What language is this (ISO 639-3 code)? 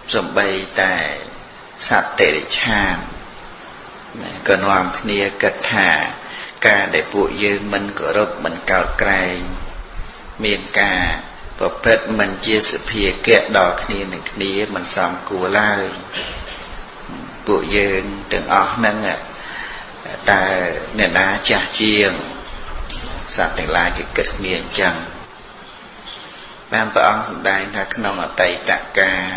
khm